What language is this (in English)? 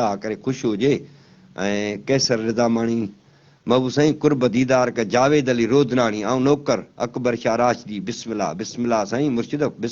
Sindhi